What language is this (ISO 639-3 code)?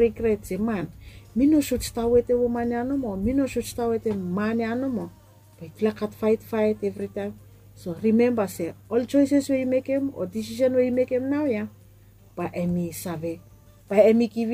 bis